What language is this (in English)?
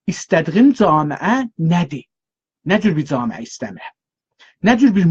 South Azerbaijani